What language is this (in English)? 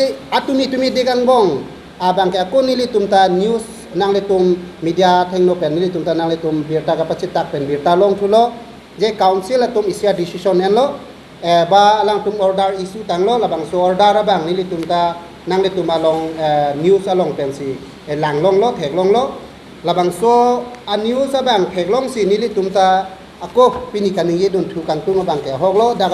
Karbi